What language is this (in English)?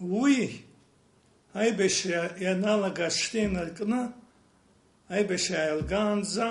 Abkhazian